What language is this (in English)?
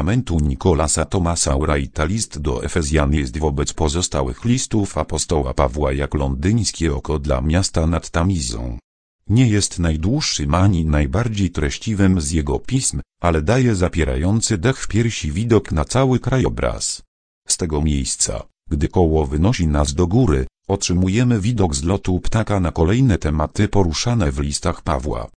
Polish